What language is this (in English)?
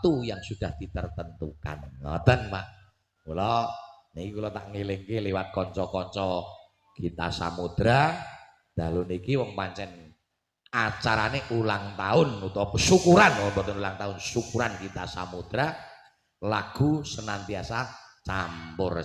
Javanese